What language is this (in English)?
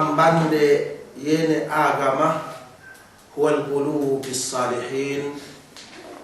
Yakan